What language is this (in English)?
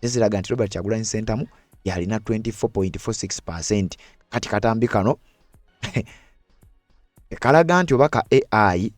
Ganda